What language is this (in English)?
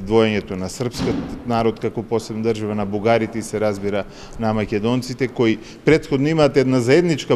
Macedonian